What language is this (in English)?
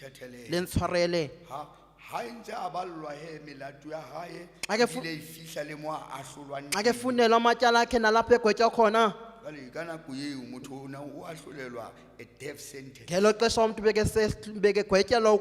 Southern Sotho